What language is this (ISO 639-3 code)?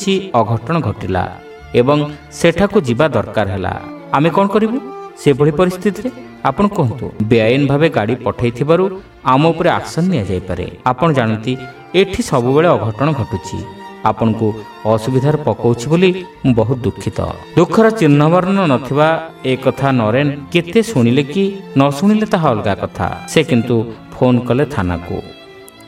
ori